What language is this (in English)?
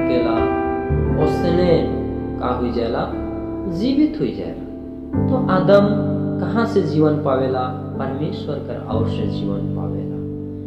Sadri